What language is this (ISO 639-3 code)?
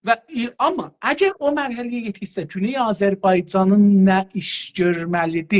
azb